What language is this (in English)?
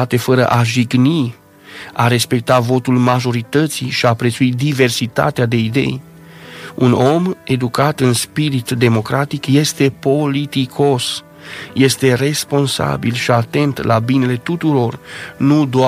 Romanian